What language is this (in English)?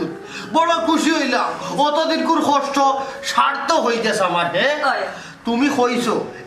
Sylheti